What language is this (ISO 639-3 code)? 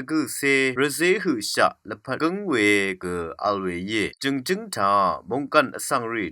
raw